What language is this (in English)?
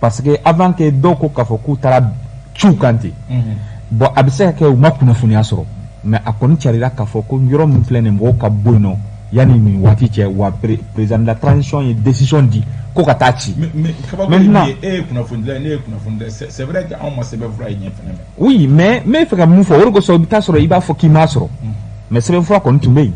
Bambara